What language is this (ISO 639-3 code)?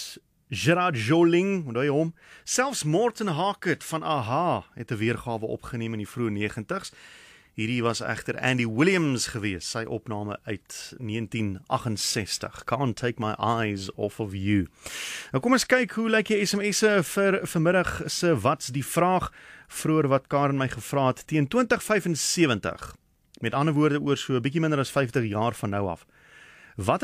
afr